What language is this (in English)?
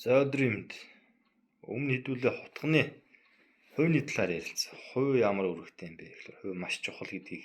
Mongolian